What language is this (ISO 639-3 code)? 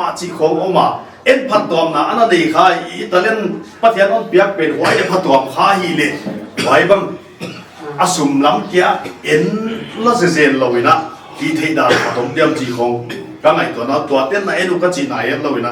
pck